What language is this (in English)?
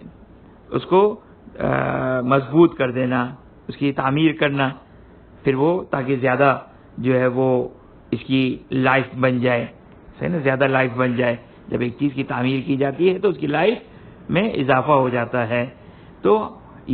Urdu